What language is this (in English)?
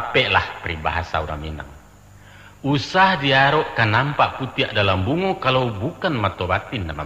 Minangkabau